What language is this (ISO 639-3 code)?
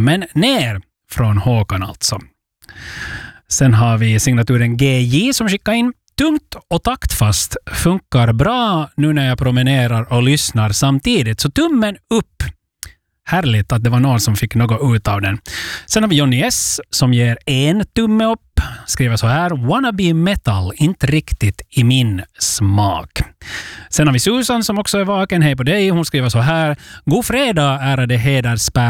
swe